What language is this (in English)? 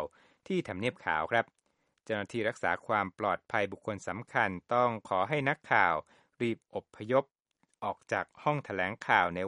Thai